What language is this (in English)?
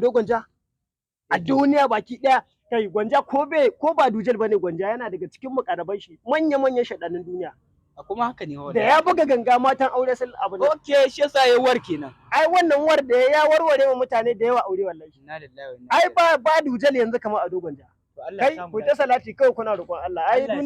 Hausa